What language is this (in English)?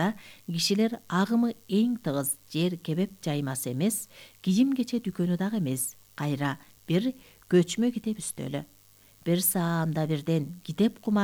Kyrgyz